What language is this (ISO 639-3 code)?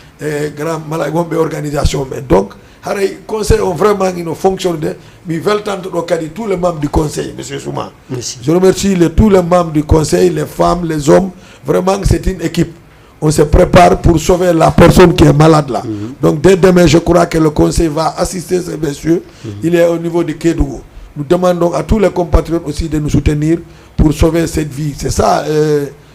ful